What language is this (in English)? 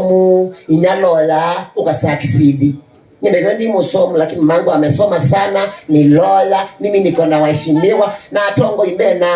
Kamba